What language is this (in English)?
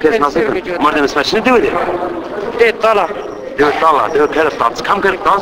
Zaza